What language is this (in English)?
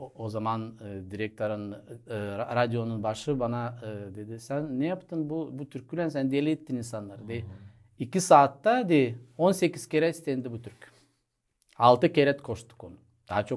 Gagauz